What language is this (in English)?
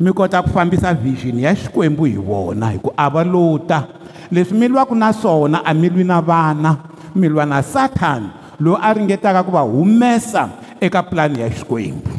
Tsonga